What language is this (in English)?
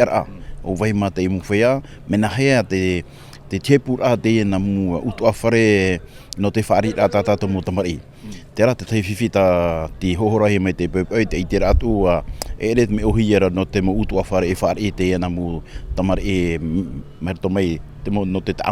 Tahitian